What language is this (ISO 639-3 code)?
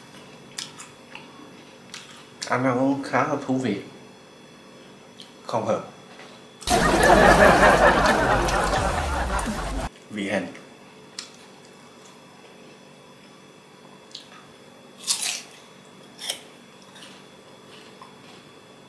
vie